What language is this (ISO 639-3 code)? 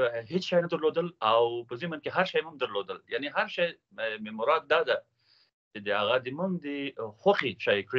pus